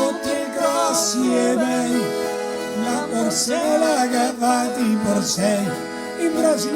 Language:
Venetian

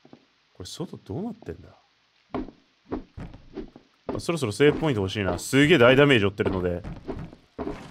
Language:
Japanese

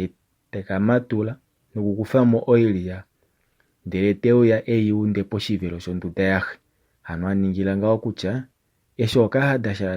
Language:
Kuanyama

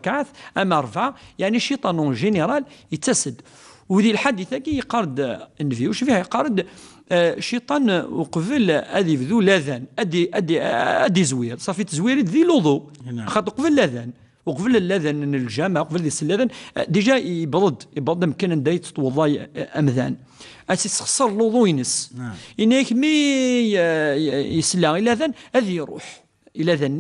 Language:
Kabyle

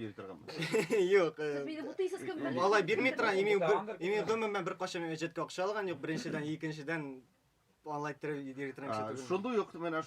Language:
Tatar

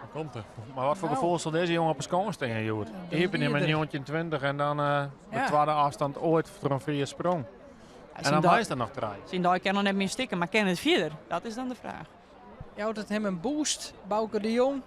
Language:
Western Frisian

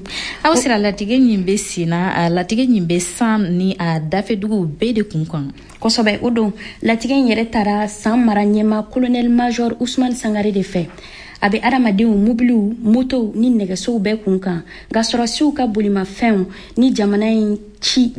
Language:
Bambara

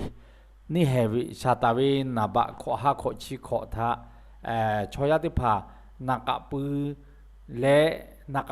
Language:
Lahu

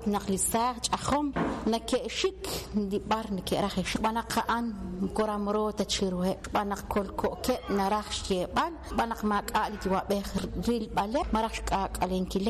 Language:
Kekchí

